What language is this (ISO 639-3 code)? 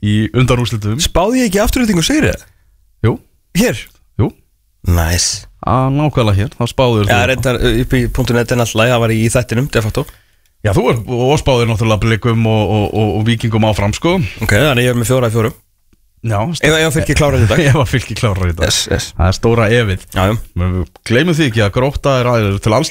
isl